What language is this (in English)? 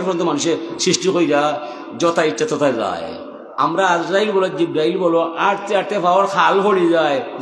Sylheti